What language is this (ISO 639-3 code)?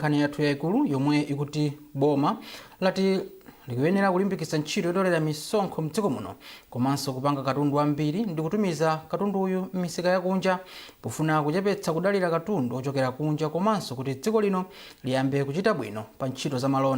nya